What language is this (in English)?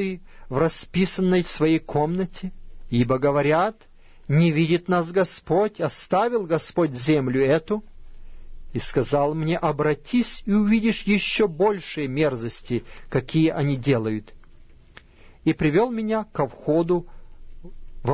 Russian